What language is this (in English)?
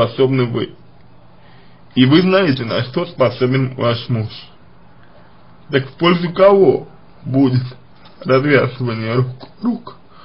Russian